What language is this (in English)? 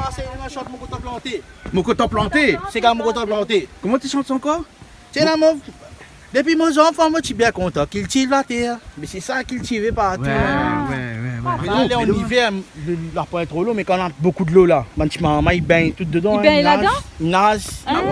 Réunion Creole French